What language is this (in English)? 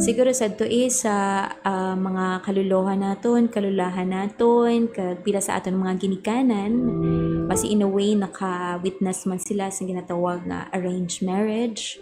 Hiligaynon